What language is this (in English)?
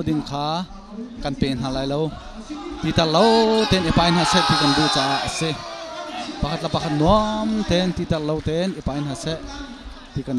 Hakha Chin